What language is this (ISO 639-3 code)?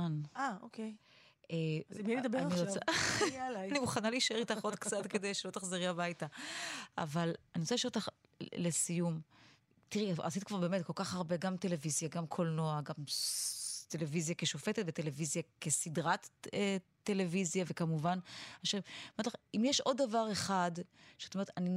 heb